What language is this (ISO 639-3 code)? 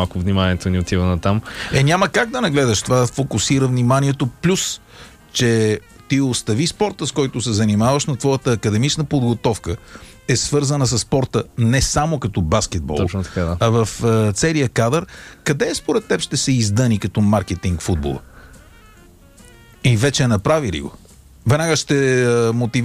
bul